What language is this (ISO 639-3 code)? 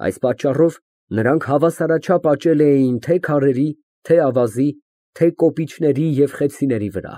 hye